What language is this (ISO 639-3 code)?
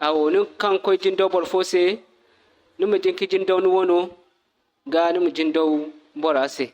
dje